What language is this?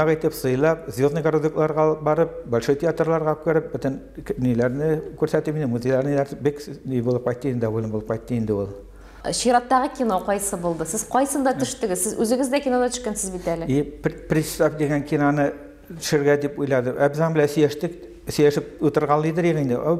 Tatar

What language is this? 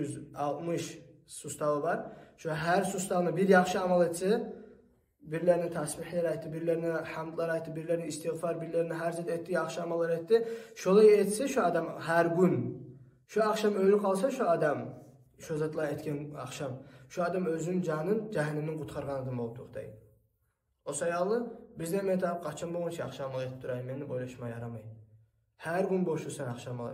Kumyk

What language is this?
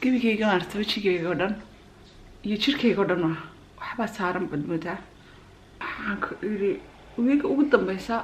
Somali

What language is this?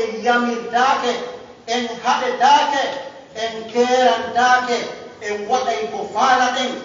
Pular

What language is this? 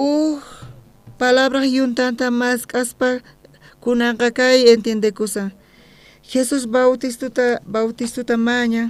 South Bolivian Quechua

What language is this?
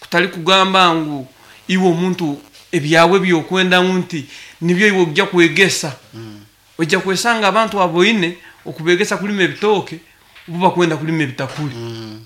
Nyoro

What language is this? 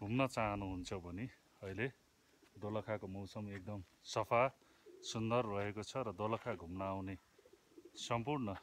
Nepali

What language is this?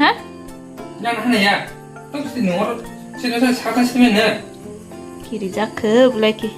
Kok Borok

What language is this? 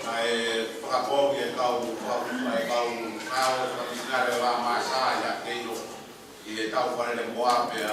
Tongan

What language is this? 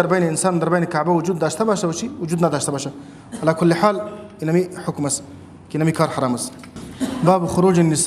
Persian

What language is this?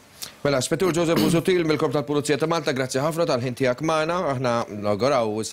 Maltese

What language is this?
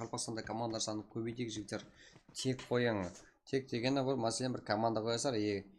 Kara-Kalpak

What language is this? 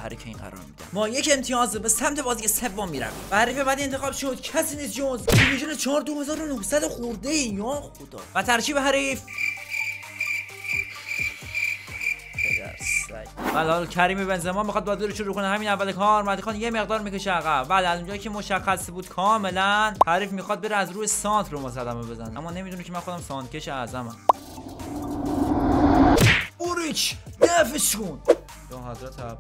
Persian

